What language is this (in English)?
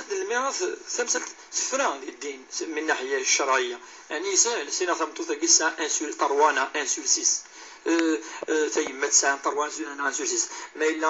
Kabyle